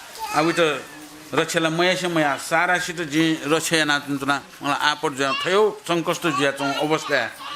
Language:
Newari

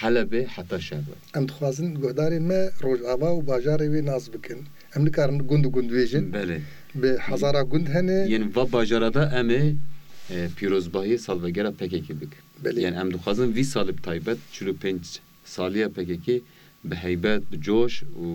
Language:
Kurdish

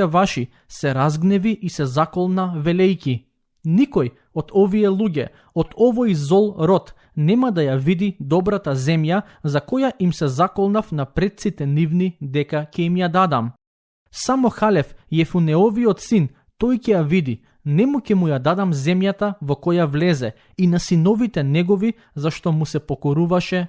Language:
Macedonian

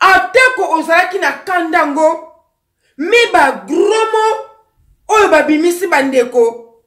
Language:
Lingala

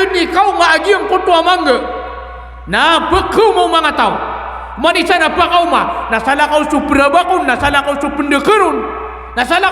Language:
Maranao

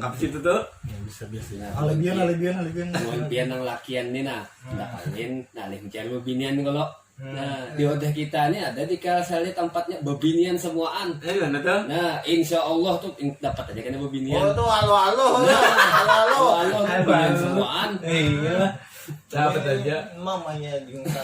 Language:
Banjar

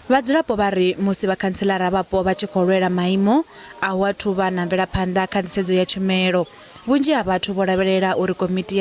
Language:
Venda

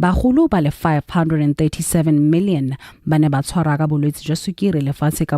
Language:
Tswana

